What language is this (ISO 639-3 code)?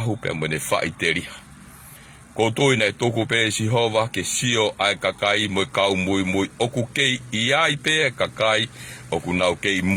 ton